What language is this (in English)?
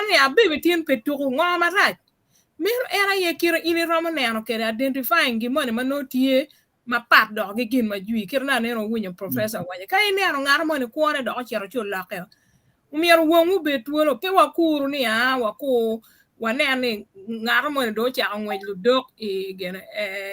Acoli